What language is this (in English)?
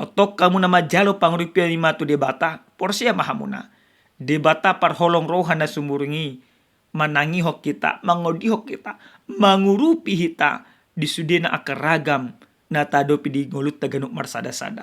Batak Toba